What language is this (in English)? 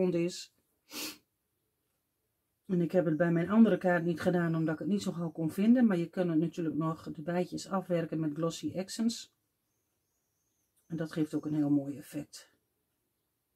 Dutch